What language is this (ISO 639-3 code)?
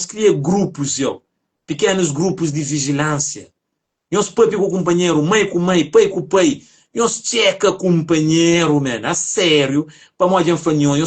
kea